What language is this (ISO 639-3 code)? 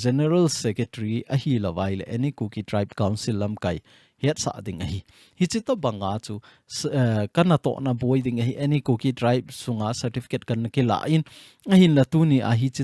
tcz